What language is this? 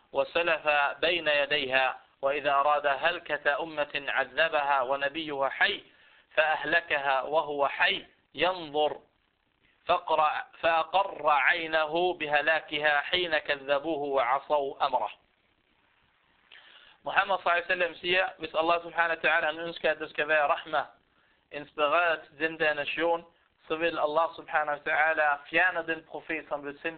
Danish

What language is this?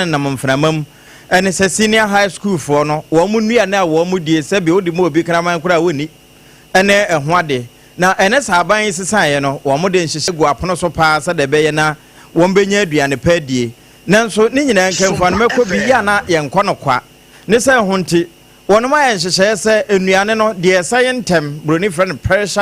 Akan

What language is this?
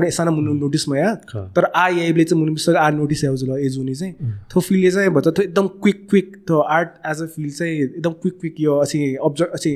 Newari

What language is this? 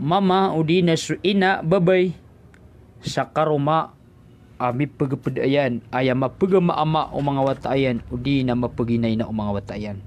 Maranao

